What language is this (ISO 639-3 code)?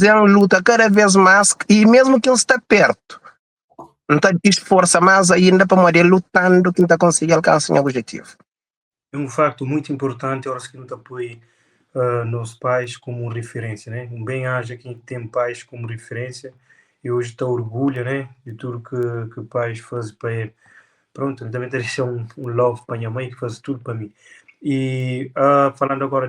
kea